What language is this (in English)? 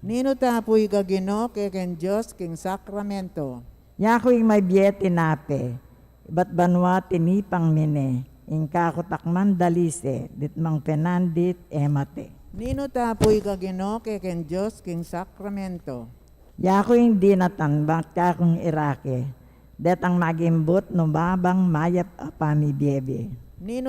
Pampanga